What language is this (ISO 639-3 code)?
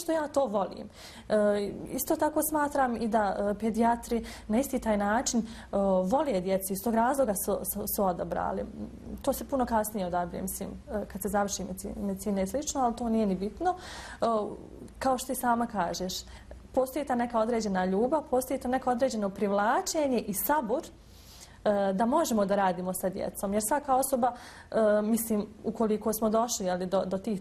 bos